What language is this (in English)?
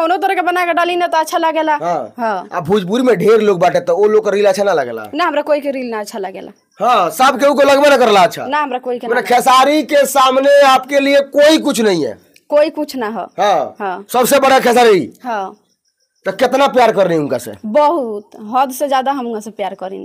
Bhojpuri